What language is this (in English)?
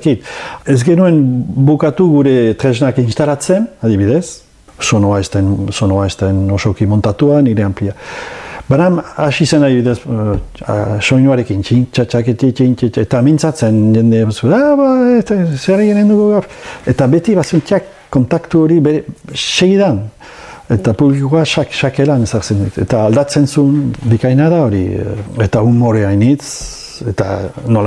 Basque